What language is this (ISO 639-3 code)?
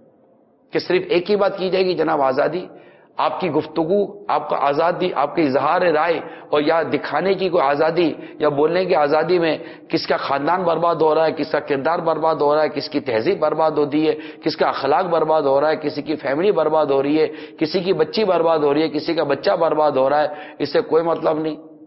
urd